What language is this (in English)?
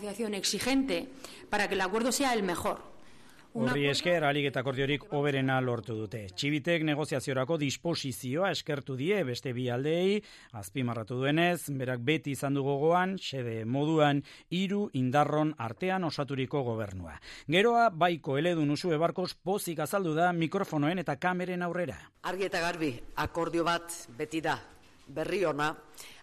Basque